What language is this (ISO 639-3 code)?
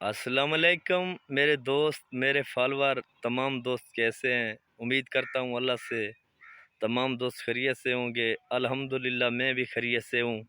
skr